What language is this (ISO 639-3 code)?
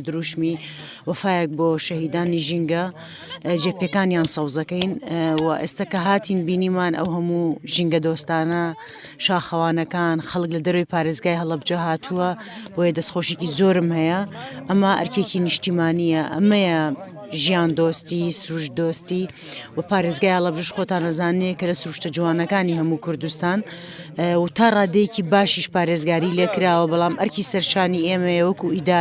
ckb